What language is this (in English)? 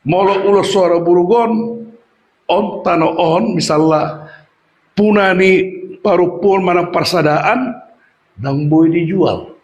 Batak Toba